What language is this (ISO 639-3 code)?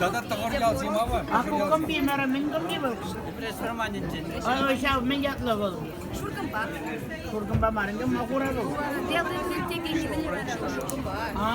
chv